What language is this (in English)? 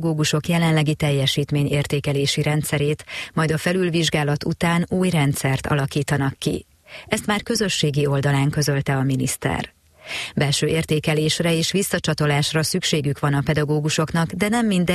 Hungarian